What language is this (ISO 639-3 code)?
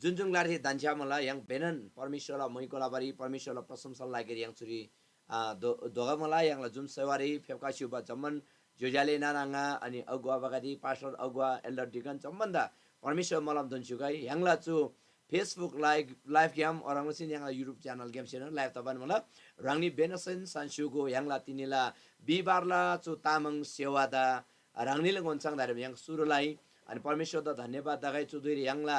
taj